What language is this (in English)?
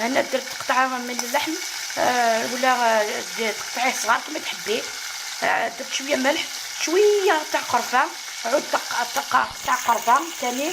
Algerian Arabic